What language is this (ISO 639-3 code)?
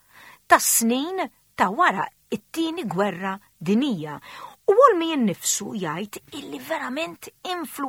mlt